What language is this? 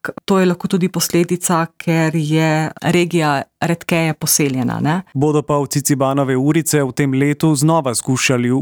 Slovenian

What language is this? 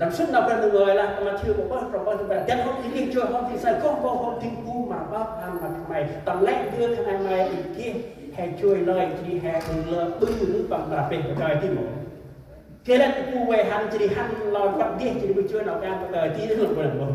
Central Mnong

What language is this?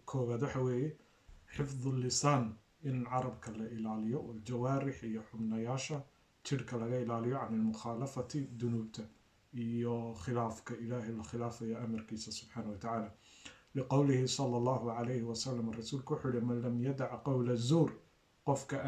Somali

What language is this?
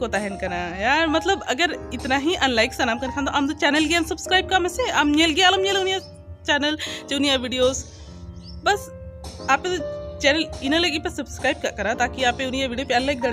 Santali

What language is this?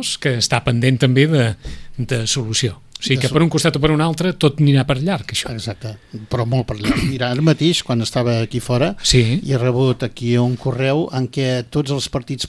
Catalan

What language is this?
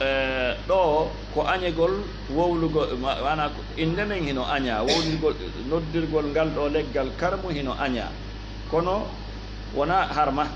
Fula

